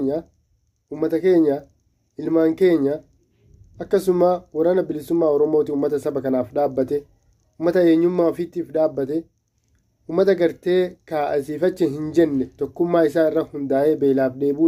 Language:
Oromo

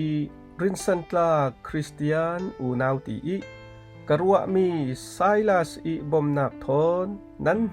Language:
Falam Chin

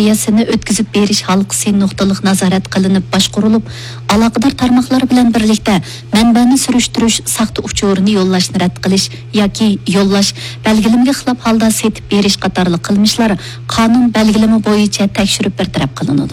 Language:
Uyghur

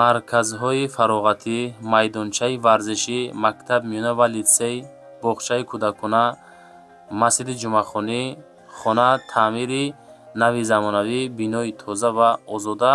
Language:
Tajik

